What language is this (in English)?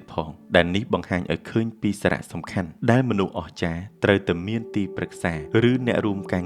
Khmer